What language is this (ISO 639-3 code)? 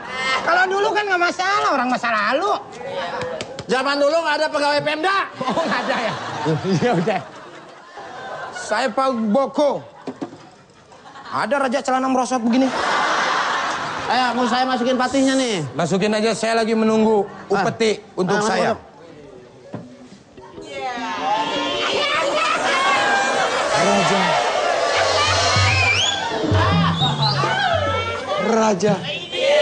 ind